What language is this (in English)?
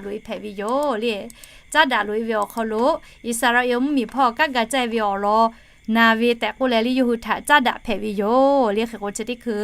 Lahu